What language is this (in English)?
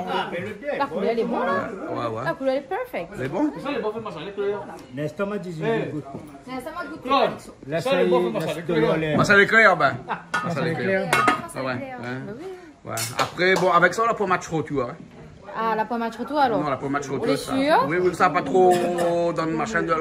Réunion Creole French